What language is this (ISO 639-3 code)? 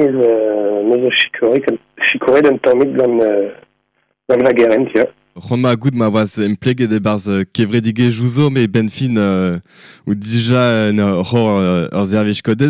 bre